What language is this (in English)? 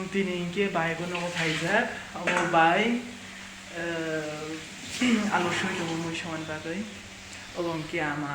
Kok Borok